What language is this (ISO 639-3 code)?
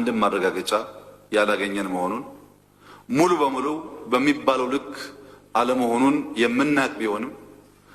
amh